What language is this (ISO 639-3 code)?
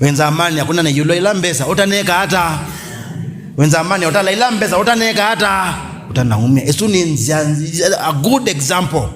kam